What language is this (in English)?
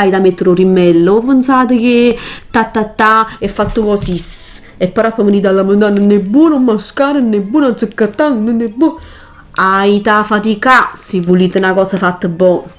Neapolitan